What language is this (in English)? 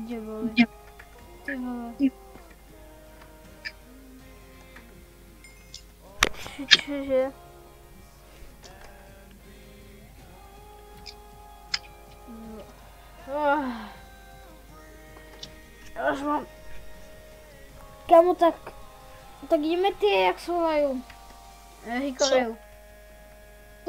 Czech